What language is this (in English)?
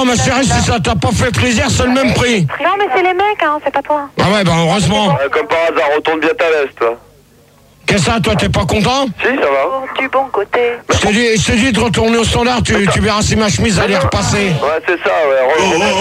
French